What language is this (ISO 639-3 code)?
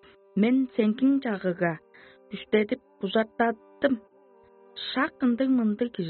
tyv